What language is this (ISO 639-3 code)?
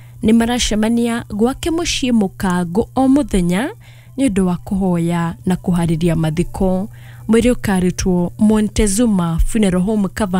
kik